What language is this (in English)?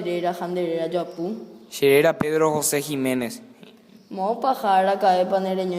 Guarani